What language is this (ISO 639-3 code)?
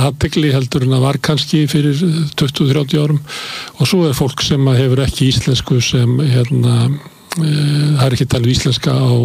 isl